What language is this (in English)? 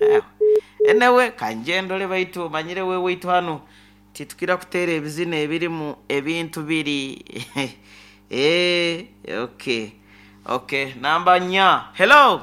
Nyoro